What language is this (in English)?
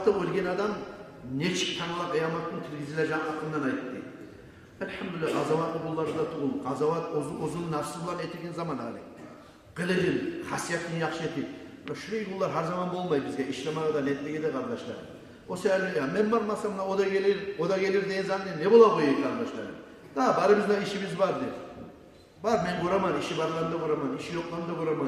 Kumyk